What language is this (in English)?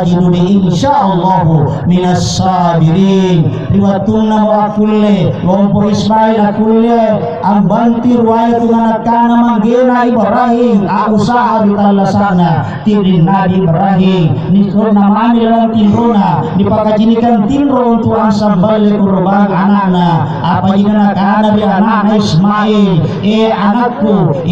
Makasar